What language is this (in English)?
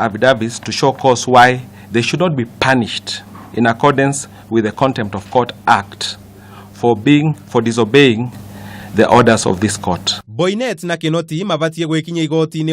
Kikuyu